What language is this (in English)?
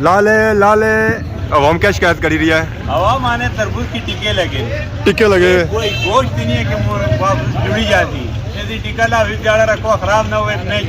Pahari-Potwari